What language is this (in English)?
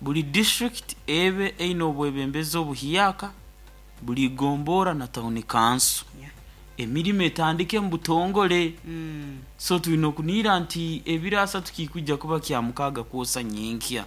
Nyoro